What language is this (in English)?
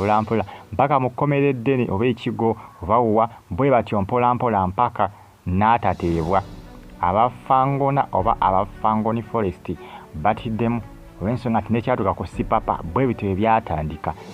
Ganda